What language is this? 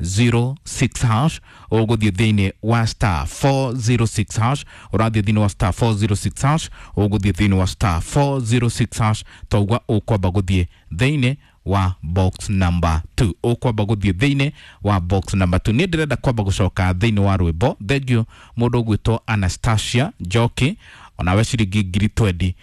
Kikuyu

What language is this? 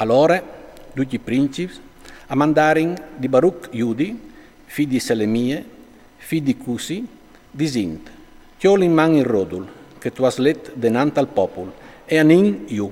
Friulian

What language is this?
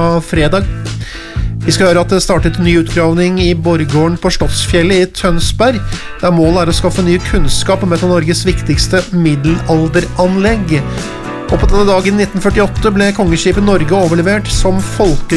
Norwegian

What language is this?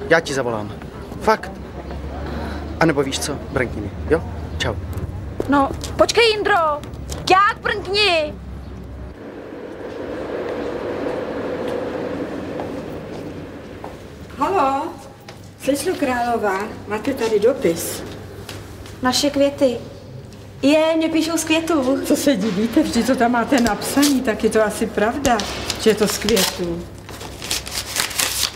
Czech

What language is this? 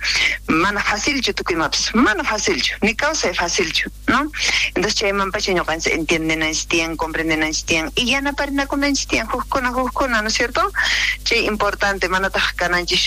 South Bolivian Quechua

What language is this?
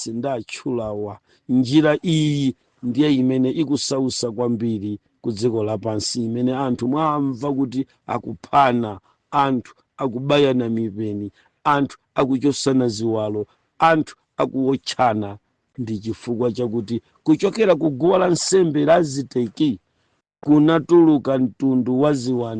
Nyanja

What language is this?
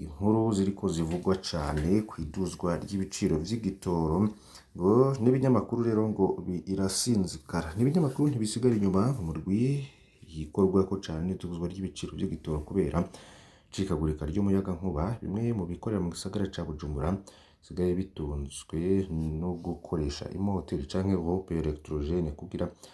Rundi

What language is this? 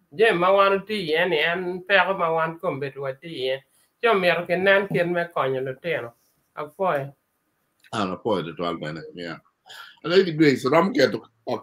Acoli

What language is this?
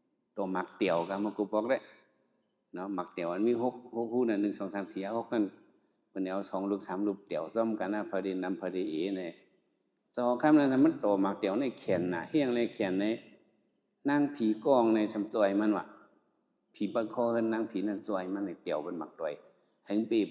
Shan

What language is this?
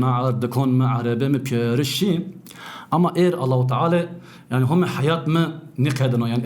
Zaza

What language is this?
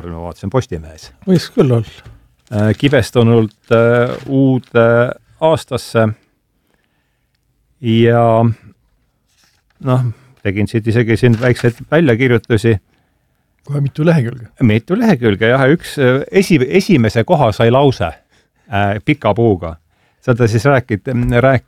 Estonian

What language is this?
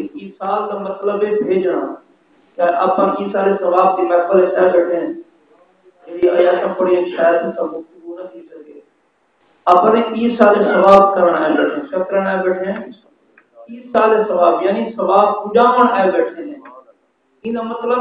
Saraiki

